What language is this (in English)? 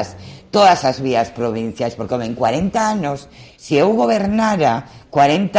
Galician